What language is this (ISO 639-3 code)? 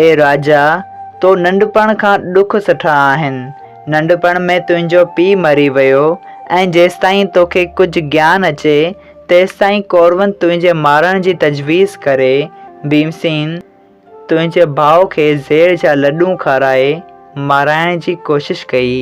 snd